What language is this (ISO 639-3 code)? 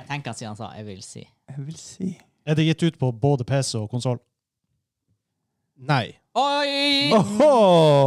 nor